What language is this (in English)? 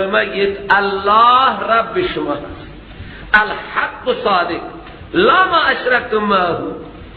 Persian